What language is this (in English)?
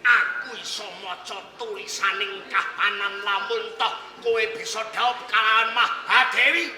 Javanese